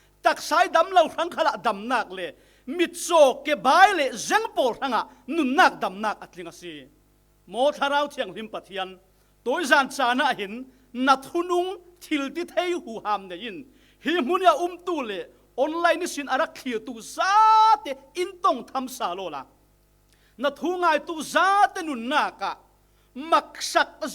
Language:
Falam Chin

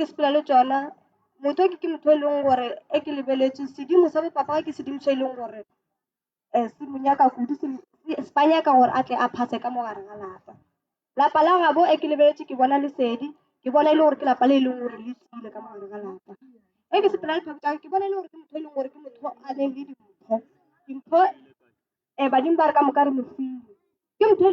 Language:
Northern Sotho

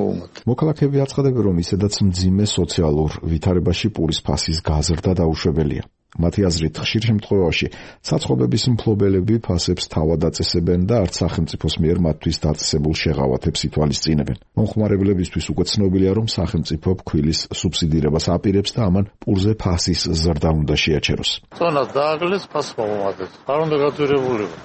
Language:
Georgian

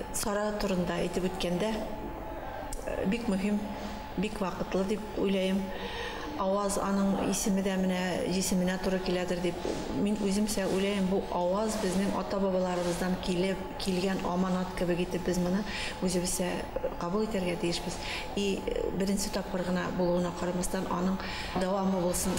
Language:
Bashkir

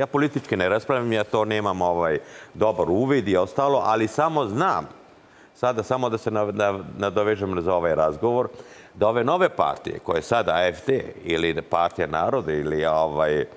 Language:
Serbian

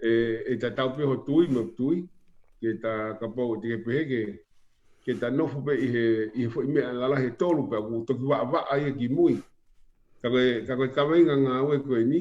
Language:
Tongan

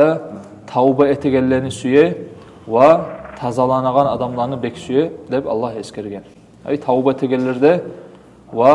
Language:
Kumyk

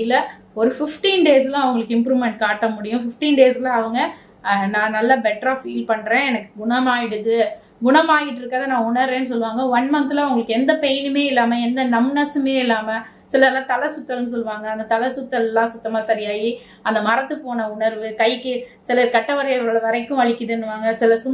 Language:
Tamil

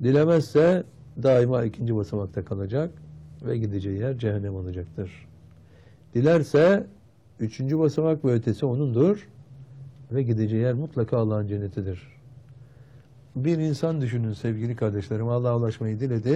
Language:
Turkish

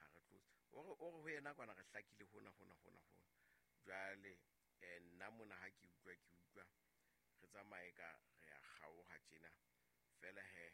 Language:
Southern Sotho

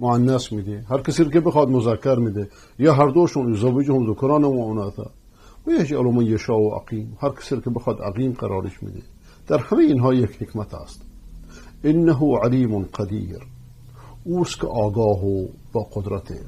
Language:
Persian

